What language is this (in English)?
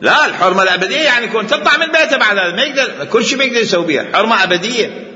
Mesopotamian Arabic